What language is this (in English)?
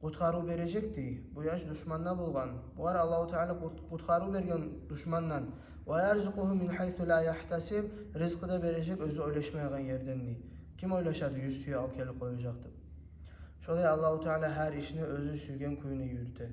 Kumyk